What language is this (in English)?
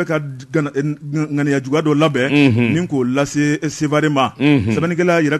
Bambara